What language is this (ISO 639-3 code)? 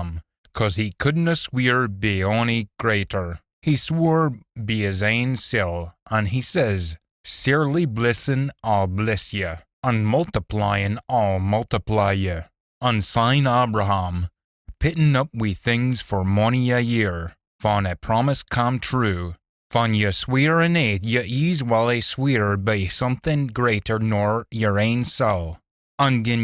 sco